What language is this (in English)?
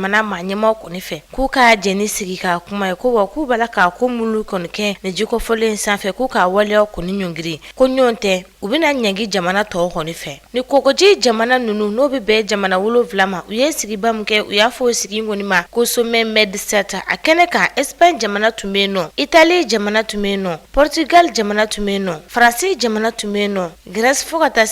Bambara